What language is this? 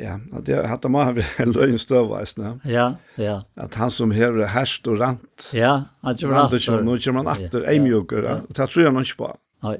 Faroese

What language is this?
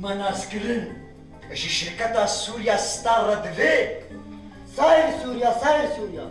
Kurdish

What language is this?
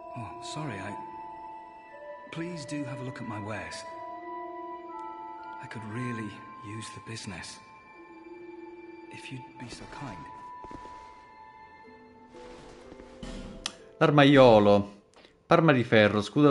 Italian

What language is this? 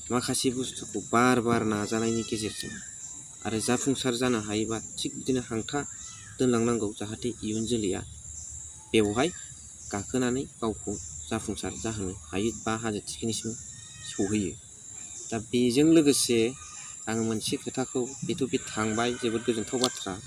Bodo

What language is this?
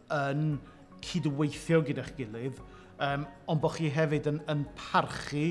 Welsh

